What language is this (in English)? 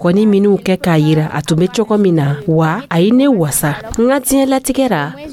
Dyula